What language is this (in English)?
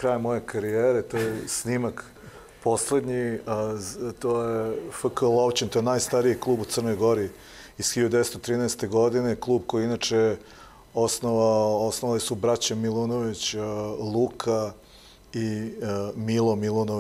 Serbian